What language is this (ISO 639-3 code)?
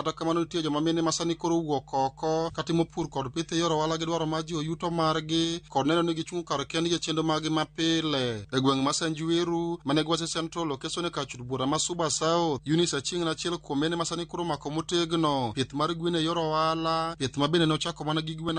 luo